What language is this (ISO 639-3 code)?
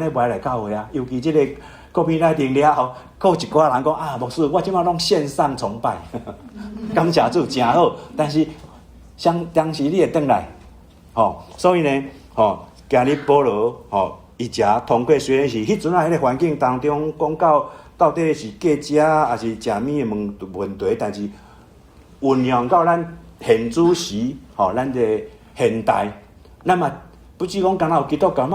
nan